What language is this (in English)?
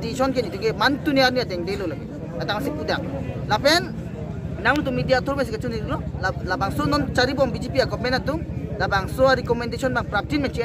Karbi